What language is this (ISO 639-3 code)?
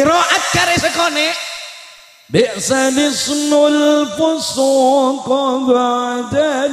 mad